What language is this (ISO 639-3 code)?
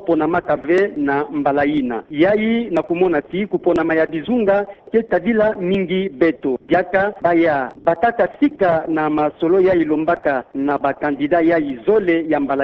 ktu